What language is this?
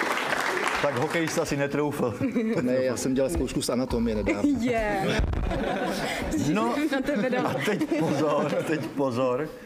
Czech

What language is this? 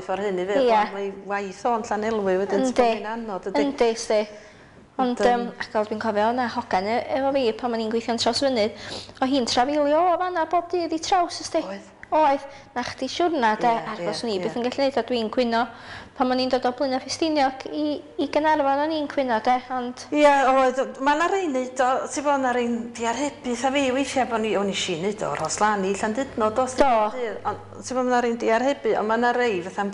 Welsh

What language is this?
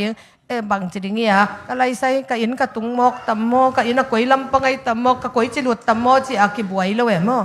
Tedim Chin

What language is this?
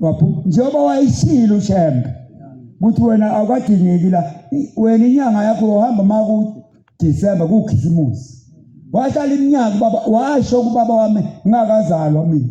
Zulu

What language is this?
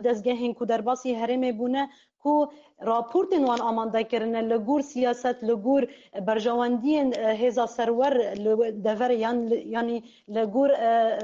Kurdish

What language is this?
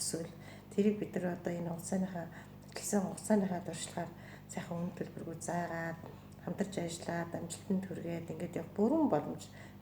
Mongolian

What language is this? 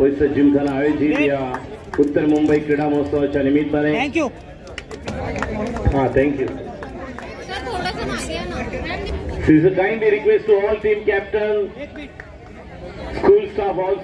Marathi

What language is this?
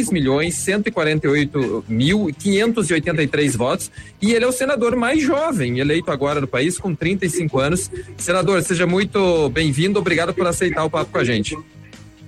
Portuguese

